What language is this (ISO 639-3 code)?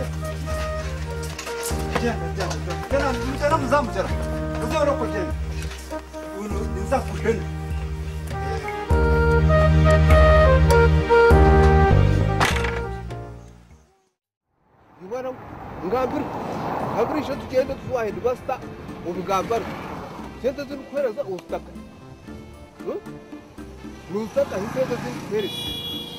kin